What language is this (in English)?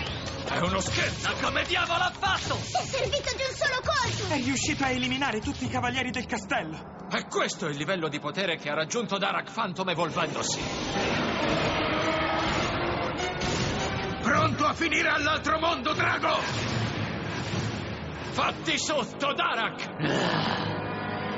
Italian